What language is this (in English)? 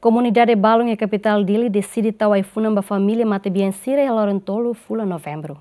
Tetum